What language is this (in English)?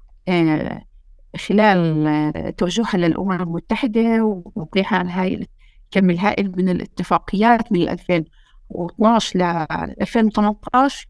North Levantine Arabic